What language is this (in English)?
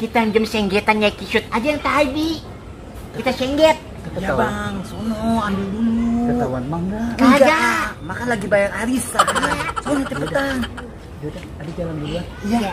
Betawi